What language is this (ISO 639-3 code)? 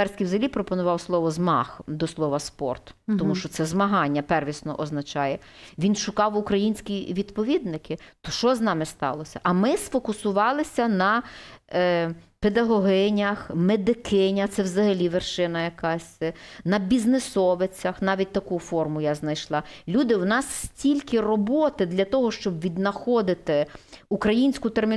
ukr